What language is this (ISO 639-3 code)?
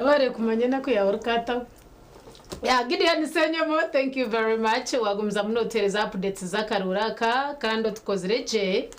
nyn